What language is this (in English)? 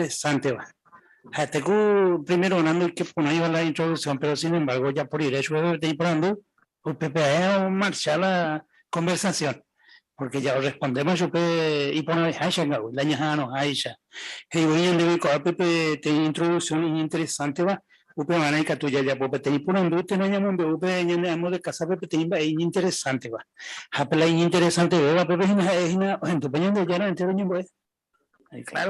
Guarani